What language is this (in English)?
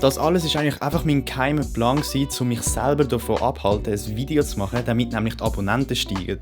Swiss German